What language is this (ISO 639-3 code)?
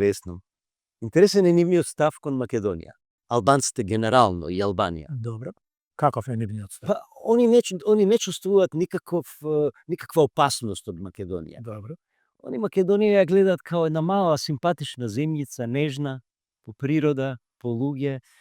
mkd